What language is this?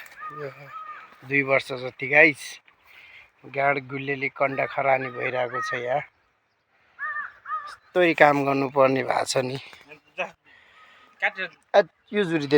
Nepali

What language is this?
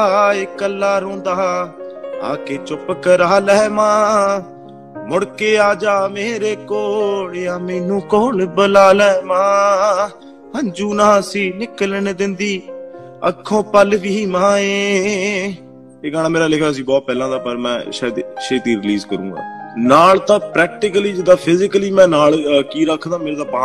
Punjabi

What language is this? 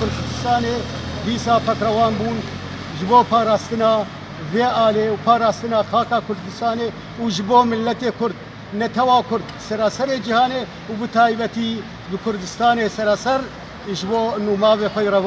Kurdish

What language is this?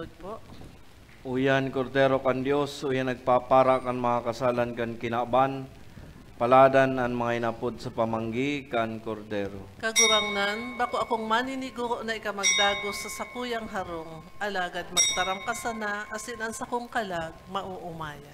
Bikol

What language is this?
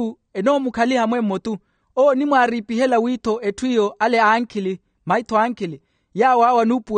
Makhuwa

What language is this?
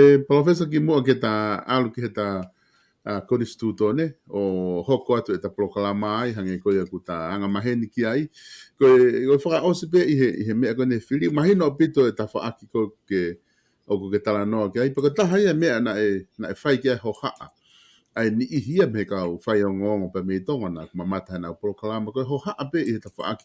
Tongan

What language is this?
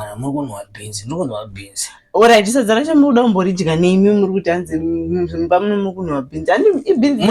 Shona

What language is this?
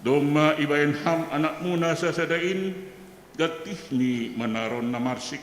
Batak Simalungun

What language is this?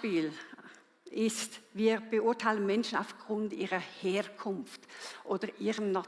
Swiss German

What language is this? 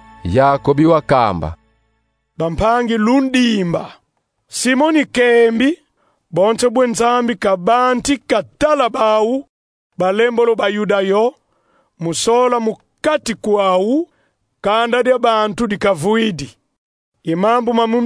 Kongo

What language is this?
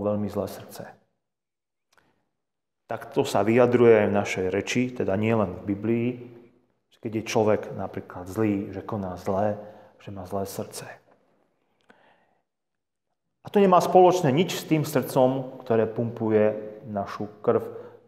Slovak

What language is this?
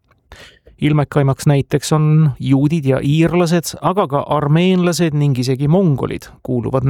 Estonian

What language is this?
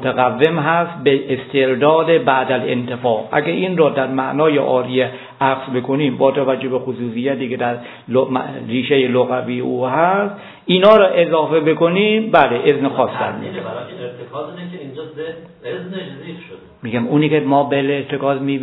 Persian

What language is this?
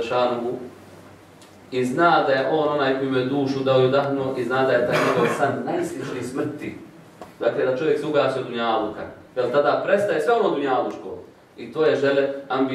Bosnian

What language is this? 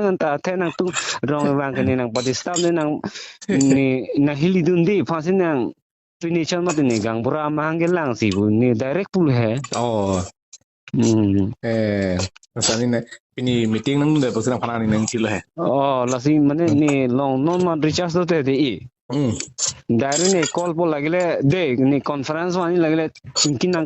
Karbi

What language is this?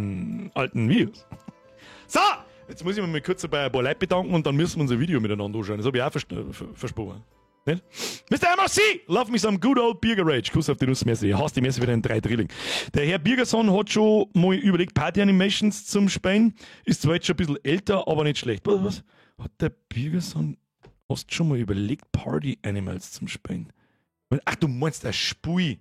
Bavarian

